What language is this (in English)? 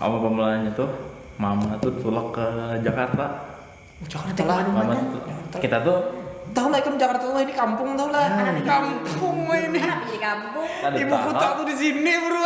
Banjar